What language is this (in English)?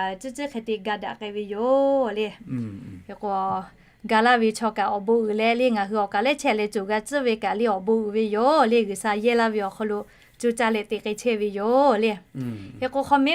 Lahu